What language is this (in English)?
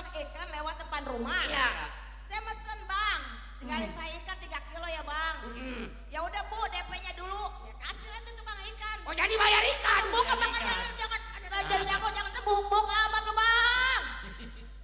Betawi